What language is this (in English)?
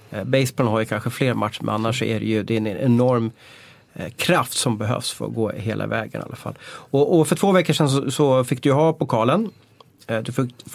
Swedish